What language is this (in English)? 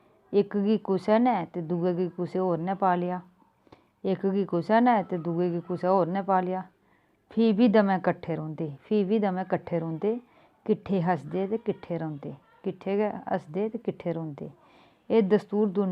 Dogri